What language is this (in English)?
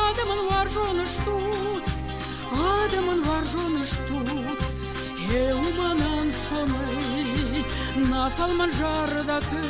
Ossetic